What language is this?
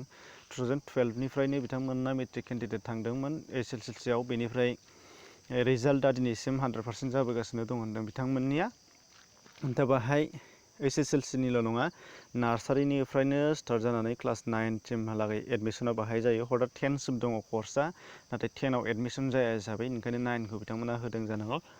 Bodo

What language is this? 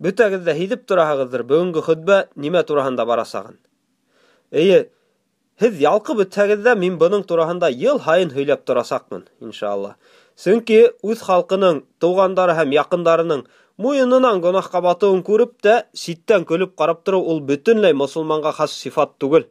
Bashkir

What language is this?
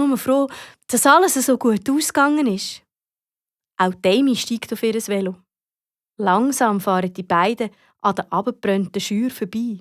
Swiss German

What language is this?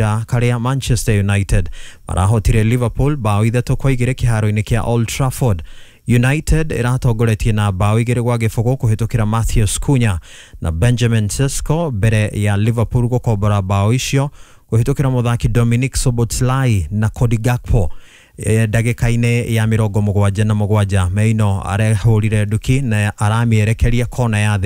Kikuyu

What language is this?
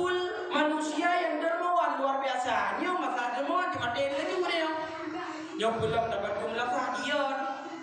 Achinese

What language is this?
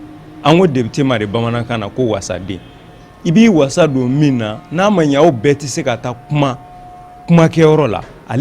Bambara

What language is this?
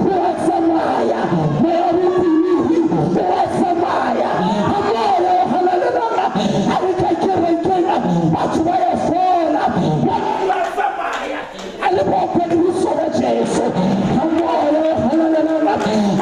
Southern Sotho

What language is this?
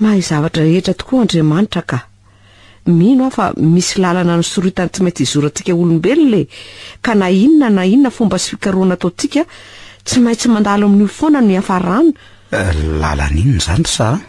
Malagasy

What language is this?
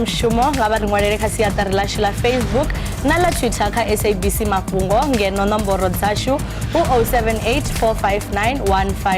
Venda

